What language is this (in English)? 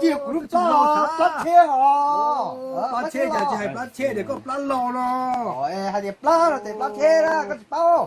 Hmong